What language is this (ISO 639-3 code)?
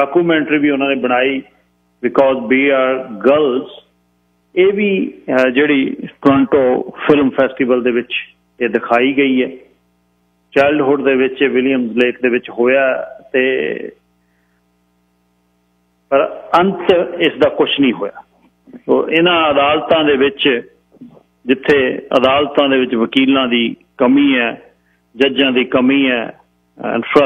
pan